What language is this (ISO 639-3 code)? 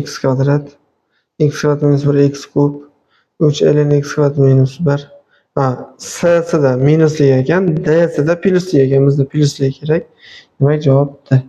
uzb